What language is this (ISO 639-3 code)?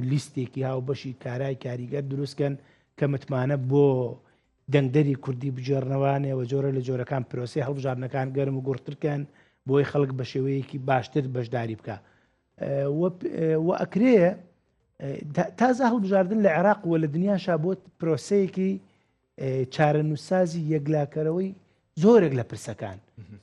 ckb